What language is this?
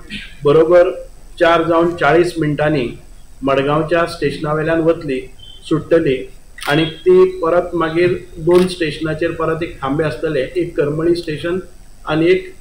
Konkani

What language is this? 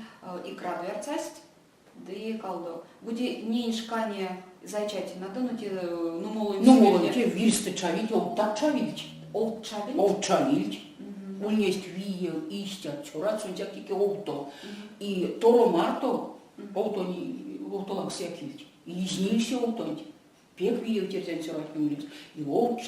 Erzya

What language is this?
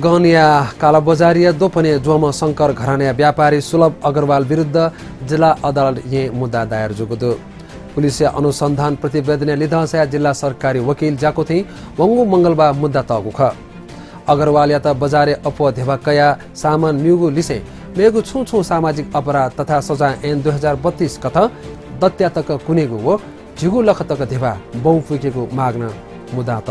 Newari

